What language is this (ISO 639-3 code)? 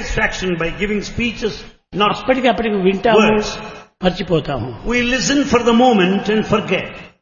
tel